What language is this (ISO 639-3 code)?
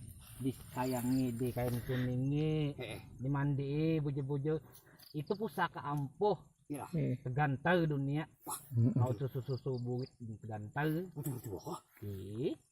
bjn